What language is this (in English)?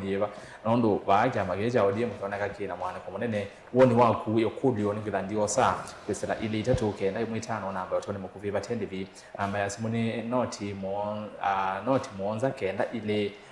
Kamba